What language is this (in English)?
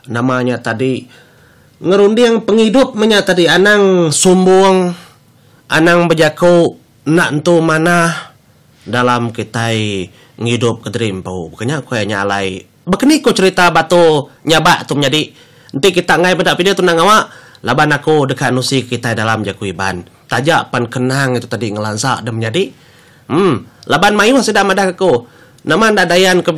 Iban